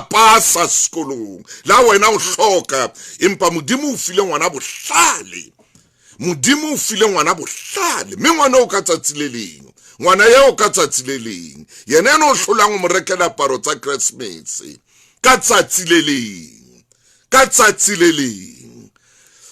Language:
Southern Sotho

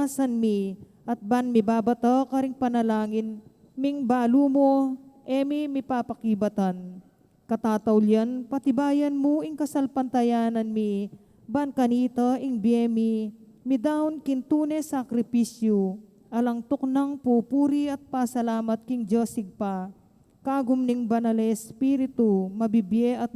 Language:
Pampanga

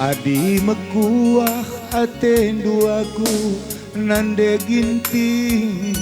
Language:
Batak Karo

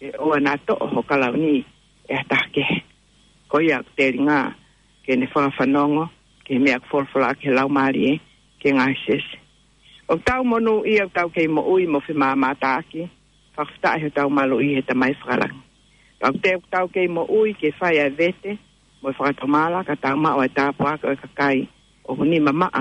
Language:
Tongan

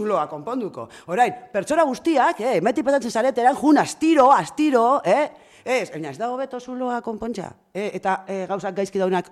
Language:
Basque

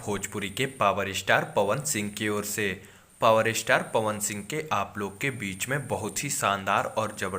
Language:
Bhojpuri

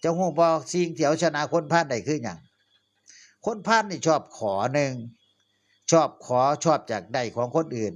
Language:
Northeastern Thai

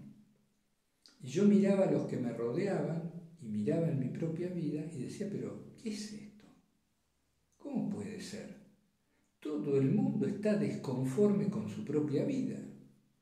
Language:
Spanish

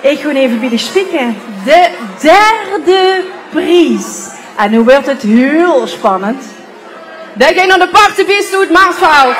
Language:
Limburgish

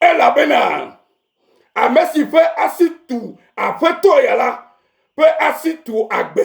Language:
Ewe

